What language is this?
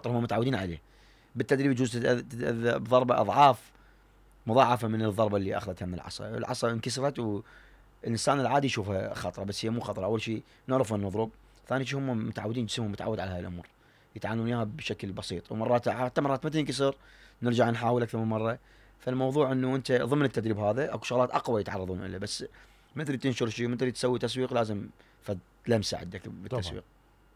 Mesopotamian Arabic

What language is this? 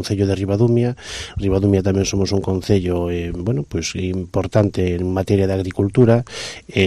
Galician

